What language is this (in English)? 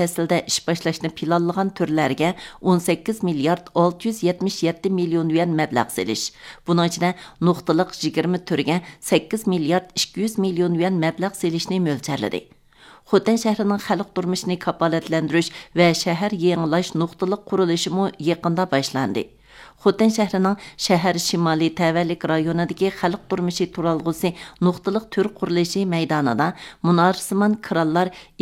Uyghur